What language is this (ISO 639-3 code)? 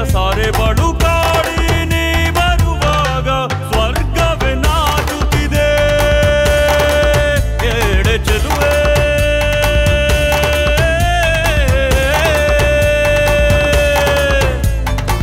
kan